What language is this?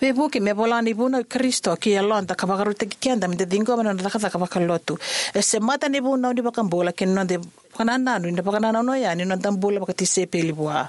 Fijian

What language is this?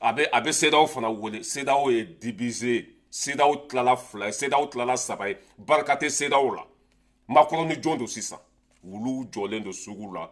Bambara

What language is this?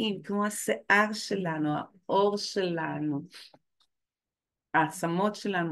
Hebrew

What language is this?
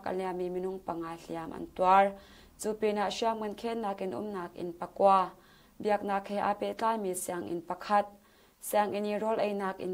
Hakha Chin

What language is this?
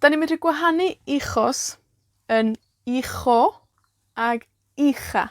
Welsh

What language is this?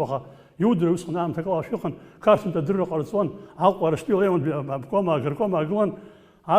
Abkhazian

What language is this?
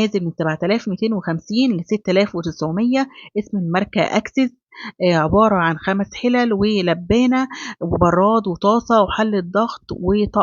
Egyptian Arabic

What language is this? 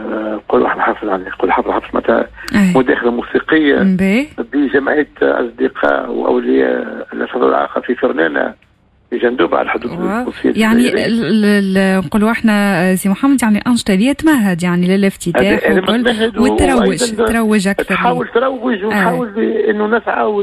Tunisian Arabic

